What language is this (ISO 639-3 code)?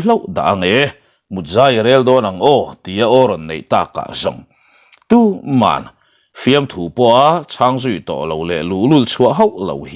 lus